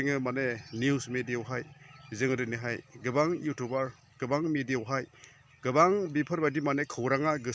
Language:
Bodo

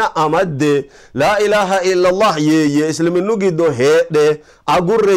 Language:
Sidamo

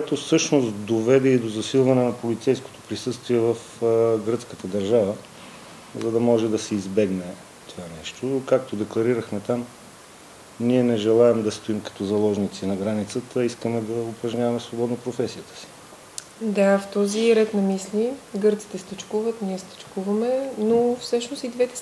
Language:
Bulgarian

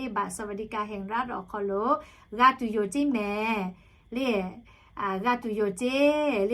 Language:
Lahu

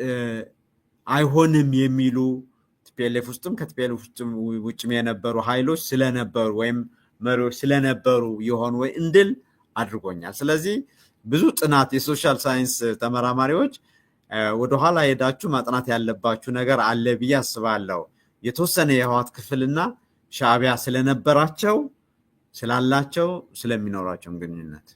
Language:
Amharic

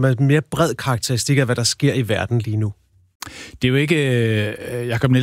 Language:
Danish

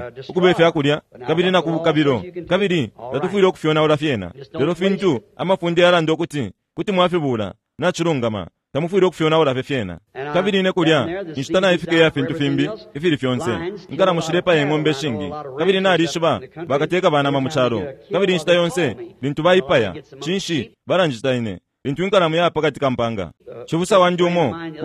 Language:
Bemba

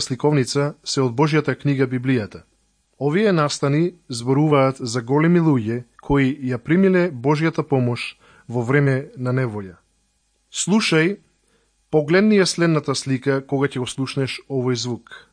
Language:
Macedonian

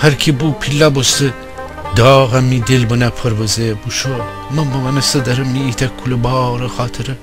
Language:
Gilaki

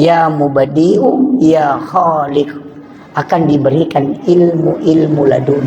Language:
Buginese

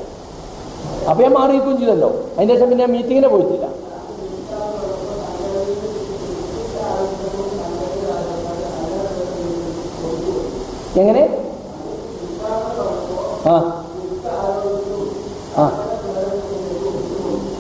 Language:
Malayalam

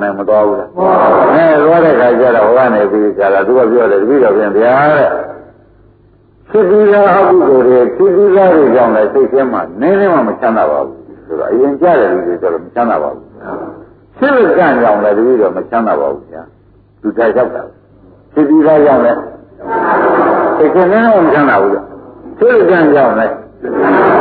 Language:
Burmese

